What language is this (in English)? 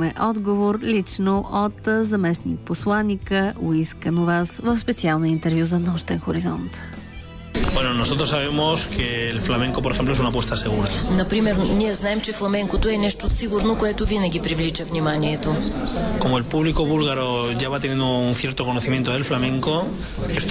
Bulgarian